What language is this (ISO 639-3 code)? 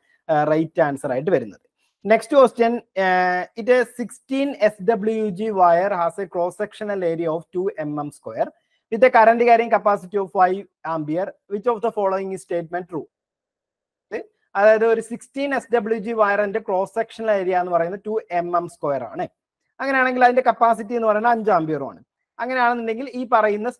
mal